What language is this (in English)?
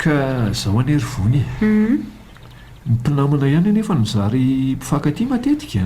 Malagasy